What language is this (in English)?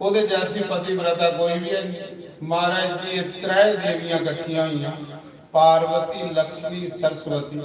Dogri